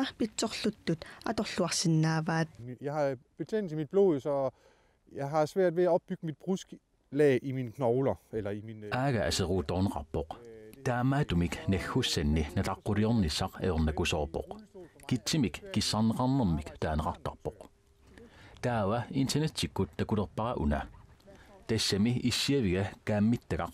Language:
Kalaallisut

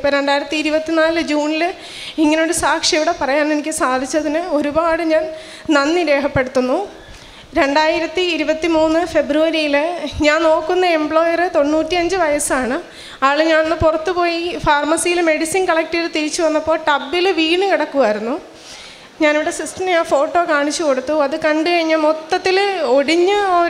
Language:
Malayalam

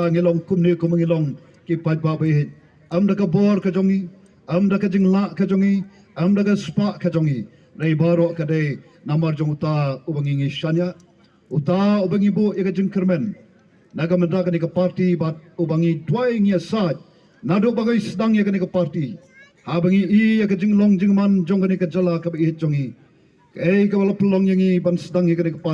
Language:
Khasi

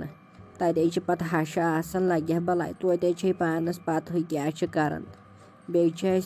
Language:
Kashmiri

